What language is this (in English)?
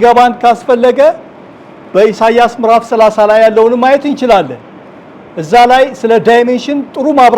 Amharic